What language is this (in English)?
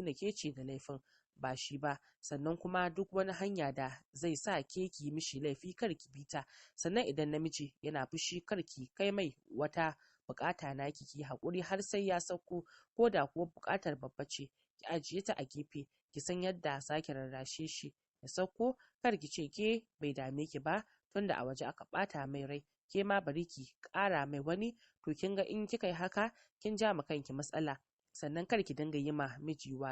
Hausa